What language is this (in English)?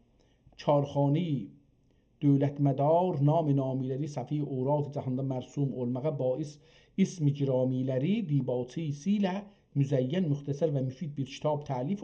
South Azerbaijani